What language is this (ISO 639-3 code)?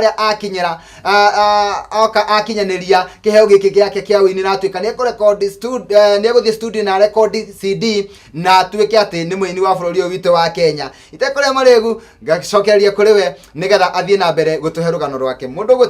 kik